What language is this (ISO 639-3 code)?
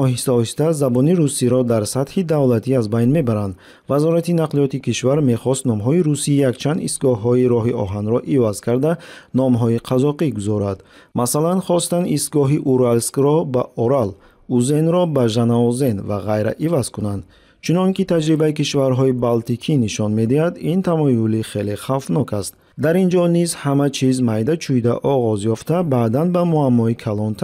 tgk